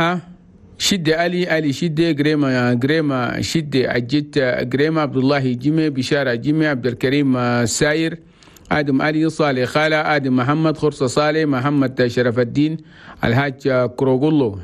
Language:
Chadian Arabic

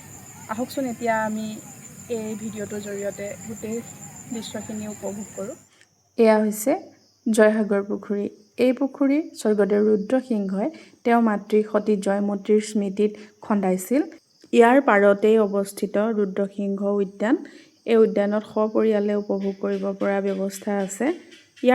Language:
Assamese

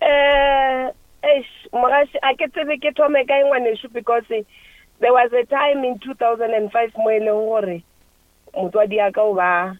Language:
Northern Sotho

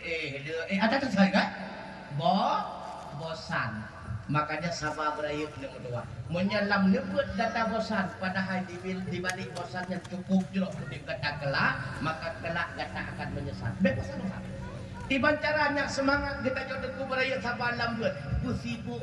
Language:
Achinese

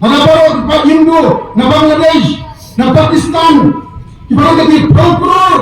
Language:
Khasi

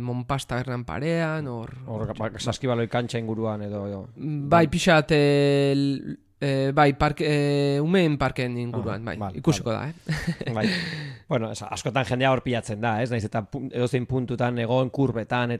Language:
Basque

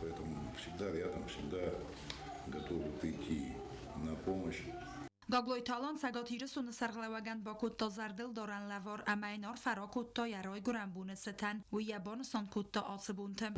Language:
Ossetic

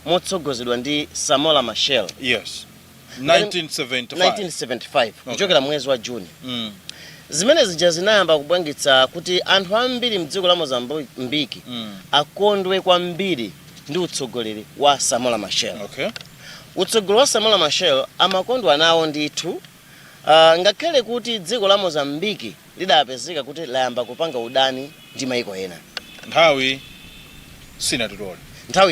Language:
Nyanja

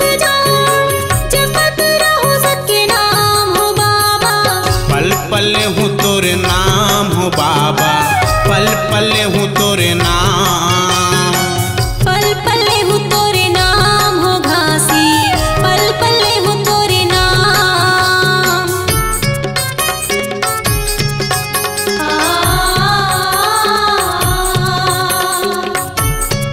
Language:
Chhattisgarhi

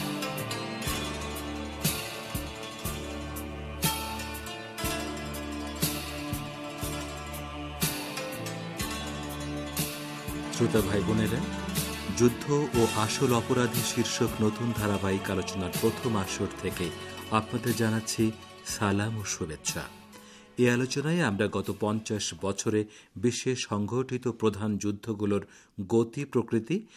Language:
Bangla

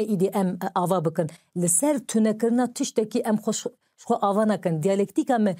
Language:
Kurdish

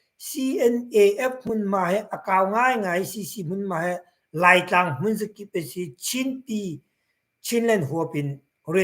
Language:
Hakha Chin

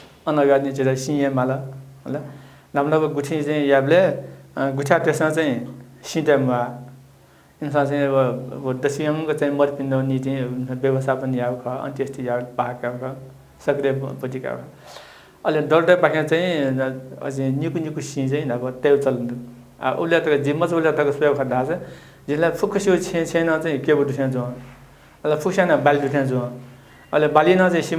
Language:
Newari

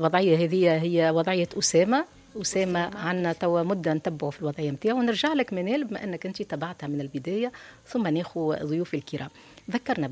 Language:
Tunisian Arabic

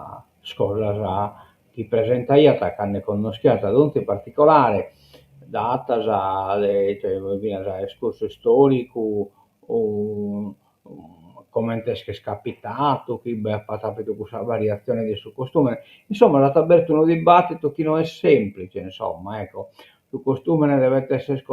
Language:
Sardinian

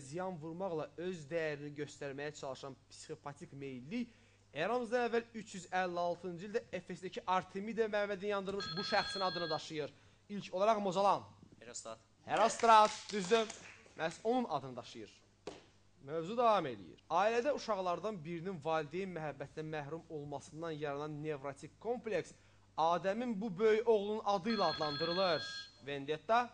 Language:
Azerbaijani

